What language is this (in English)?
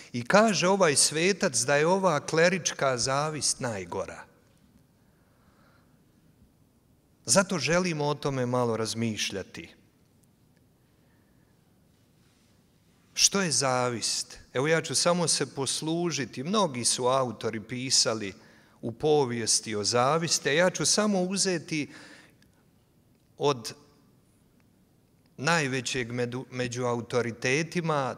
Croatian